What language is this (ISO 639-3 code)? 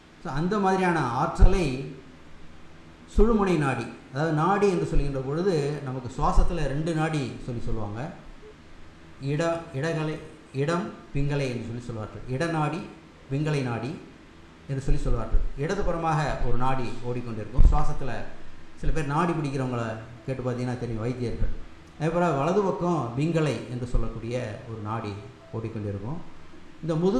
tam